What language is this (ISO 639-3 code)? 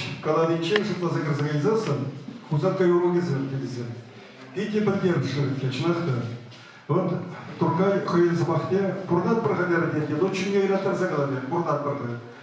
chv